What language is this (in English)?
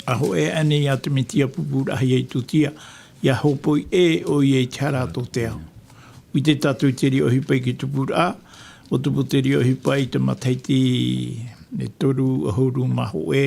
Tahitian